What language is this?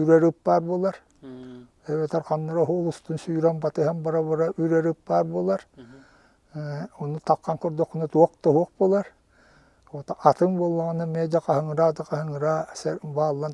Yakut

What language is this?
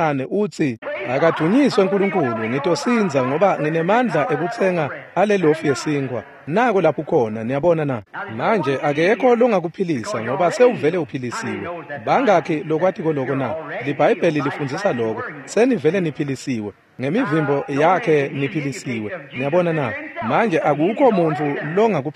Swati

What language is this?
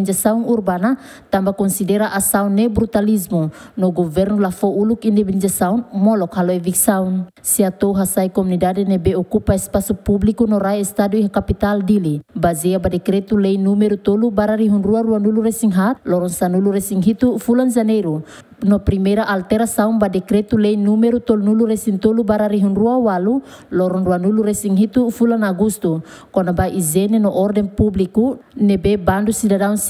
Tetum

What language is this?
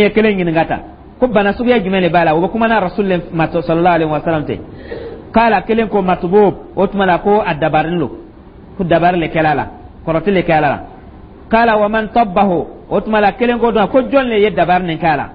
Dyula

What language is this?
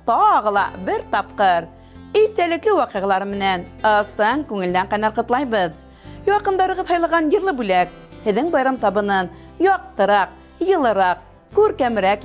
Bashkir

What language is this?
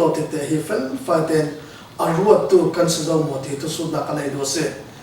Falam Chin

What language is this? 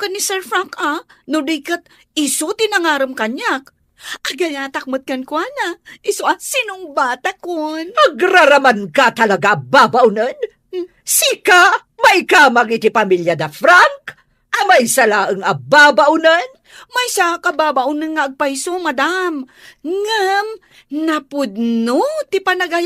Iloko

